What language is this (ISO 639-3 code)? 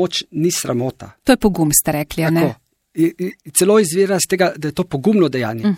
slv